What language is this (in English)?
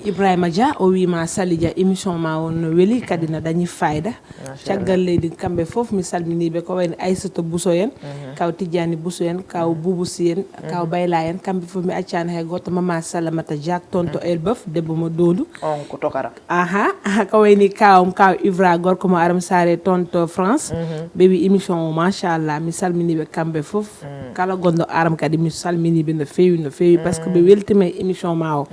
Fula